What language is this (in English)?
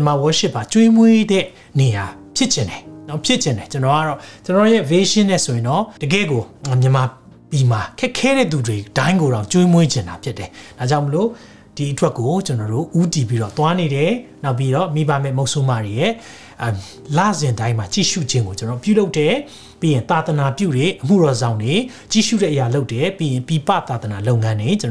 Burmese